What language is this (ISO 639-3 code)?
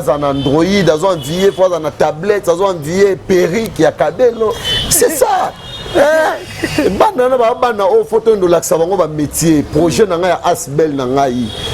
lin